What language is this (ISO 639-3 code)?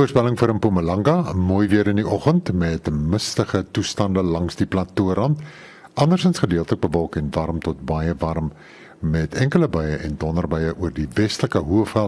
afr